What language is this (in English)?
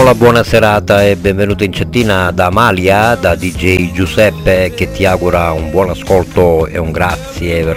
Italian